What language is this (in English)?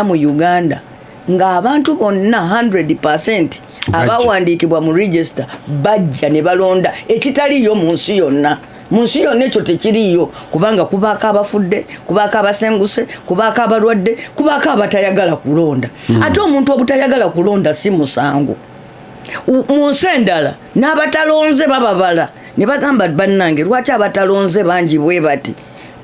Ganda